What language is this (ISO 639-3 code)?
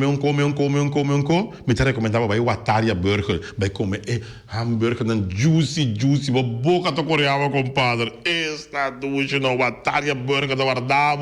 pap